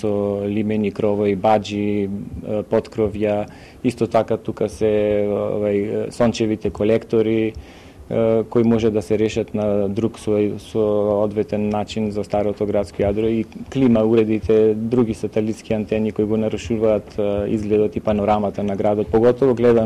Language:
Macedonian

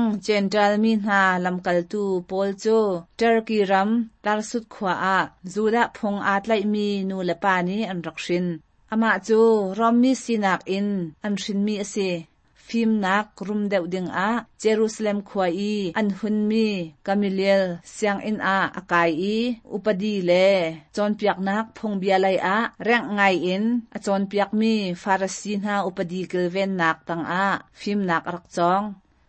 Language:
Hakha Chin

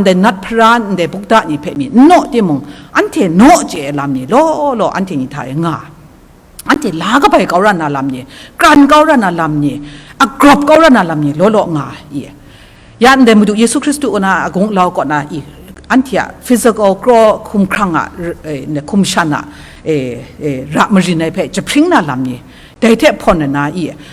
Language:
Kachin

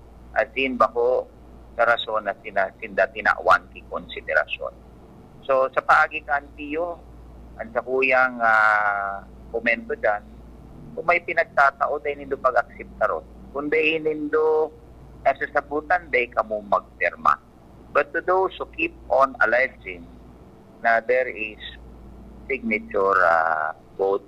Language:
Bikol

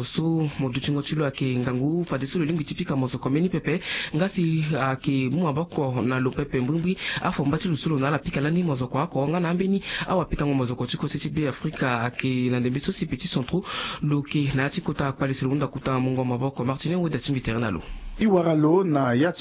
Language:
Sango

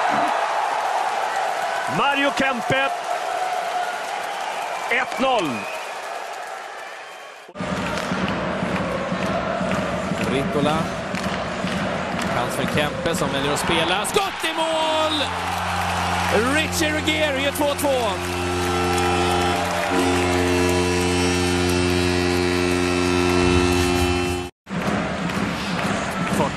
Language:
Swedish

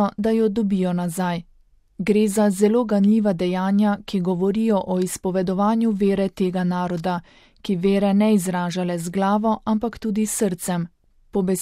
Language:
Slovenian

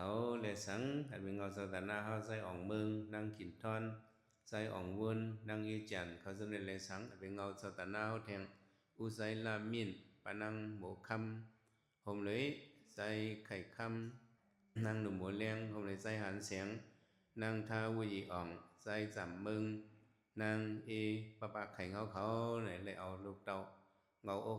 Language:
Shan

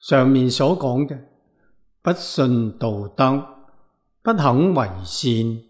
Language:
Cantonese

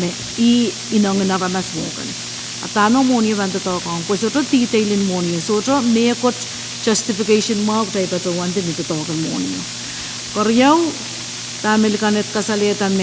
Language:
Pohnpeian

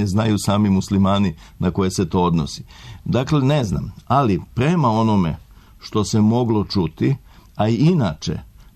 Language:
Serbian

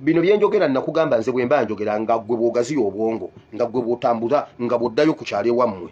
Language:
Ganda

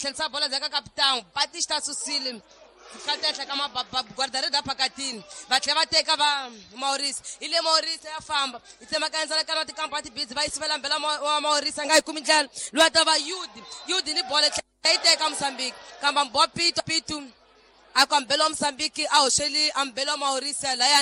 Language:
Tsonga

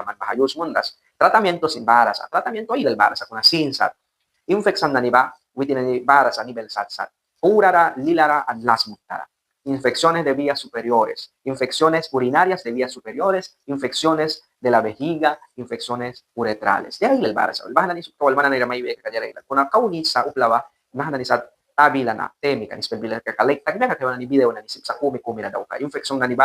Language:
Mískito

